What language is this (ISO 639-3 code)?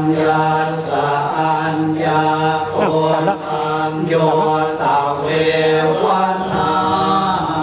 pli